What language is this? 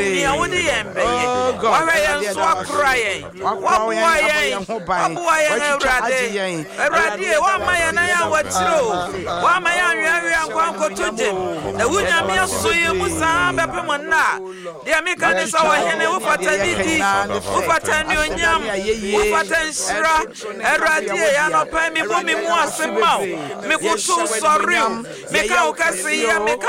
Akan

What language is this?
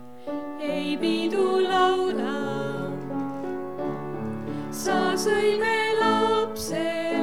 Estonian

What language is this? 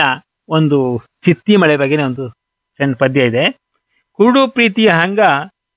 Kannada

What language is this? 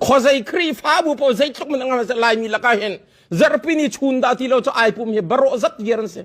Hakha Chin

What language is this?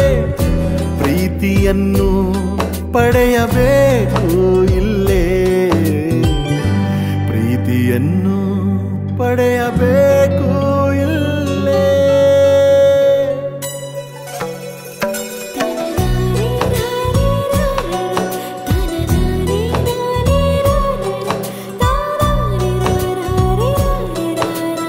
Kannada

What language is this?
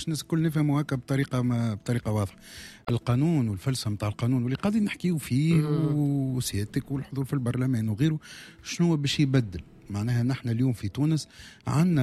Tunisian Arabic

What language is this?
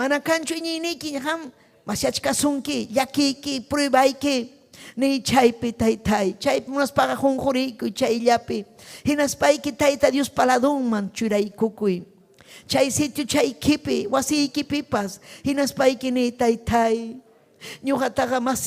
Ayacucho Quechua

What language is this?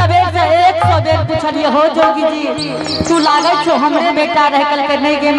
Angika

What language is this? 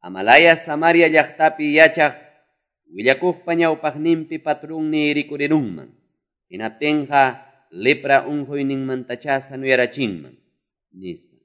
Quechua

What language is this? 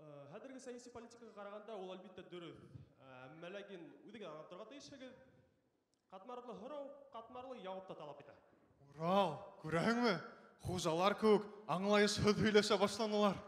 Bashkir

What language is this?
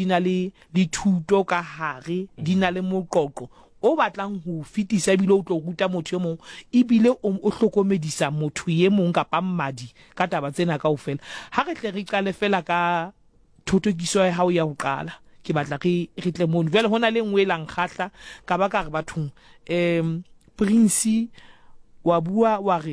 Southern Sotho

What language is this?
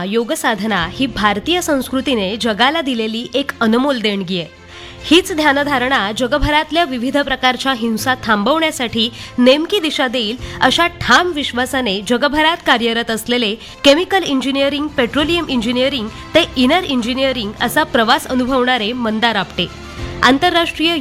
Marathi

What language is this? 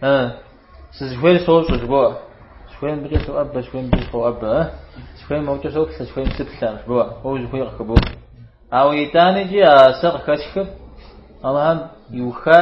Kabardian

